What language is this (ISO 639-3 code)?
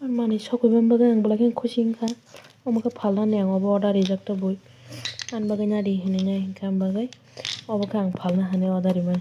trp